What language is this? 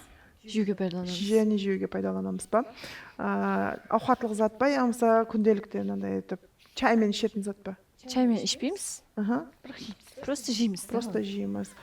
Kara-Kalpak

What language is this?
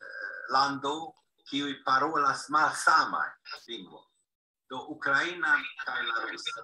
Esperanto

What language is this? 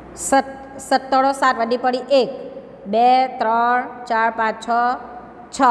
Gujarati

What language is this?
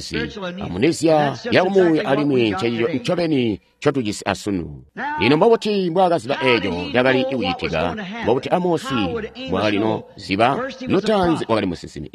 Tonga (Zambia)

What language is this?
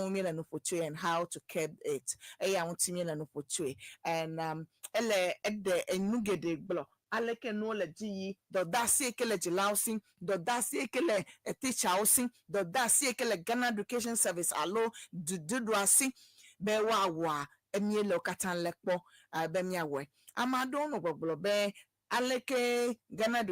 Ewe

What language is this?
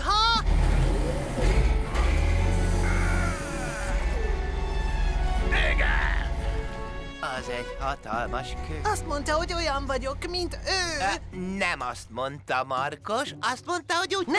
Hungarian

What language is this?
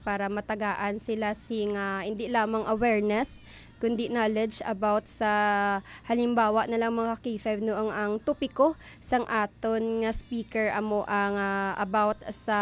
Hiligaynon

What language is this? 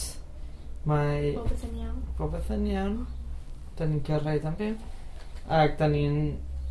Welsh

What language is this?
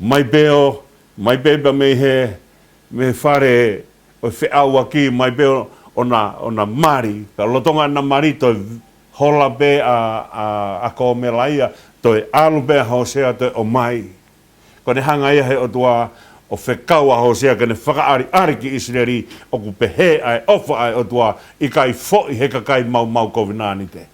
Tongan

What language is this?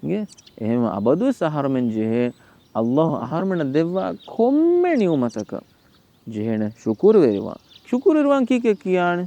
Divehi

